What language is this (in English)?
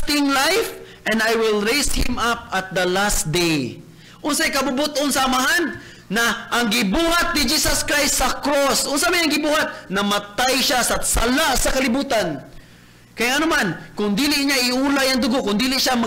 Cebuano